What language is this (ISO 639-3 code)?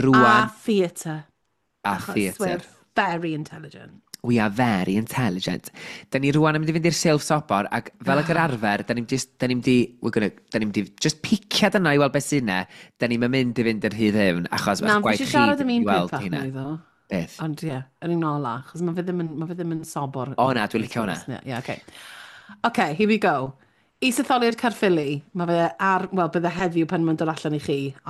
cym